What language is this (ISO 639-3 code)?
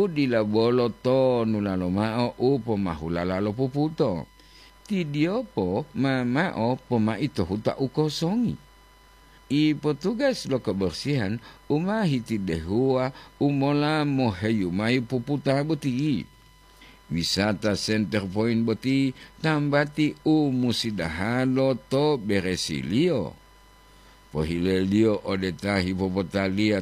gor